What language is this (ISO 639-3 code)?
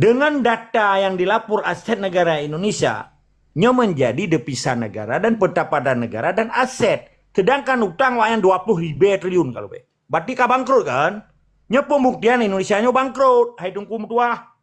ace